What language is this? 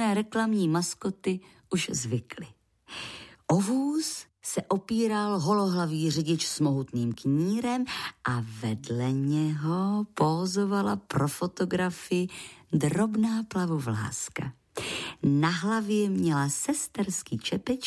Czech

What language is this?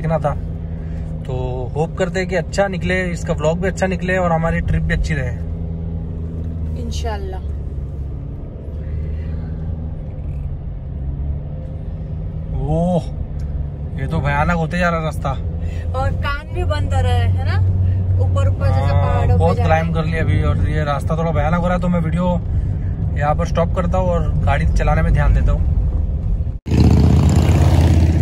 Hindi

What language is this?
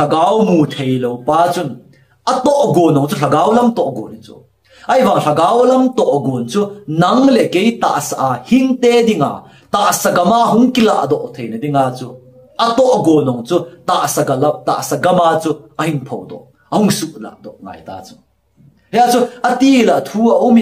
Thado Chin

